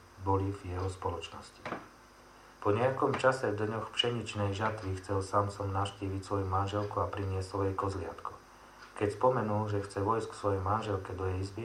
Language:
Slovak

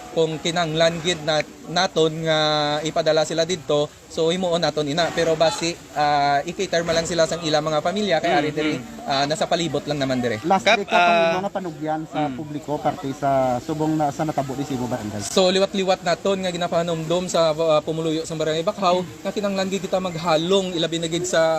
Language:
Hiligaynon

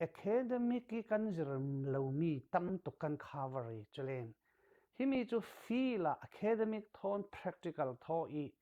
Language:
Falam Chin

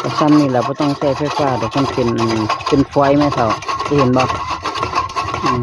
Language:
Northeastern Thai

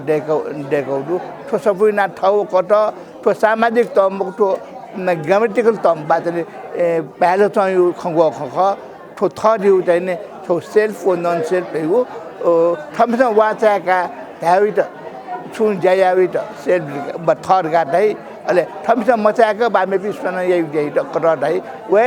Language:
Newari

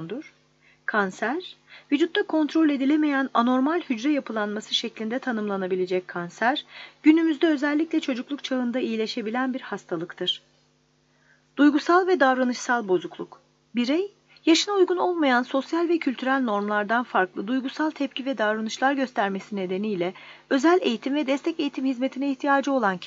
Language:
Turkish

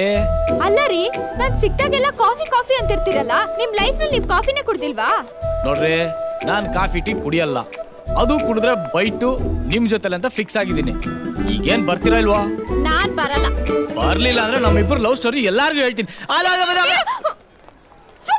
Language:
Kannada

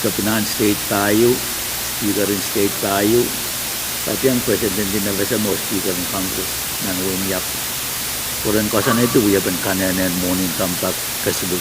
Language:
Pohnpeian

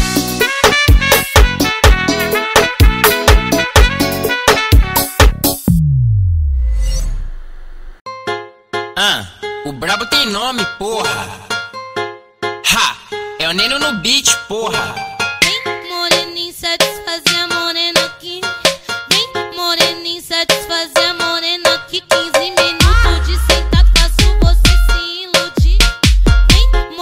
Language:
Portuguese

